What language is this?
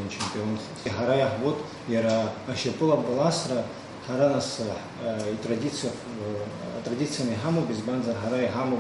Abkhazian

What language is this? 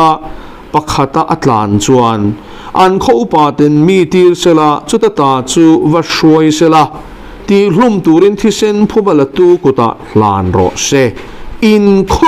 Mizo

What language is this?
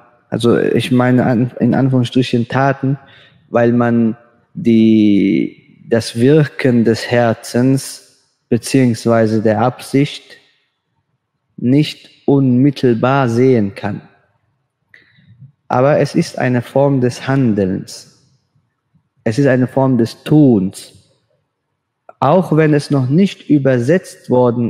German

